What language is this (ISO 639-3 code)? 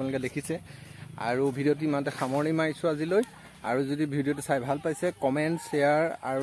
asm